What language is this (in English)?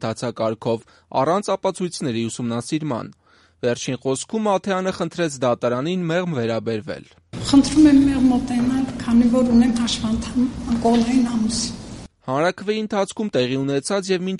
Armenian